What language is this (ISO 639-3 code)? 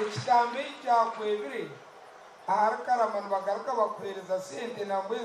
nyn